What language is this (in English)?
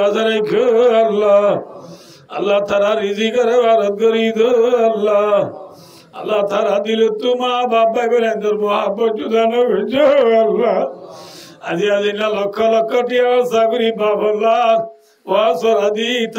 Rohingya